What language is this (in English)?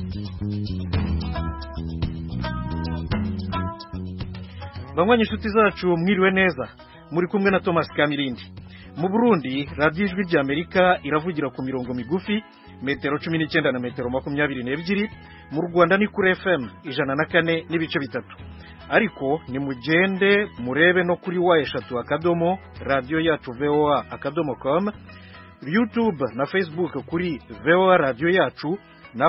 Kinyarwanda